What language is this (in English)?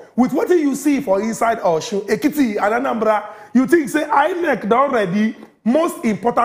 Nigerian Pidgin